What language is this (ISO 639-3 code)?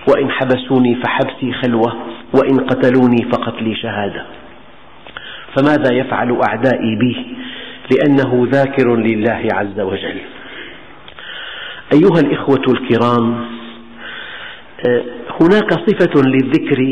ara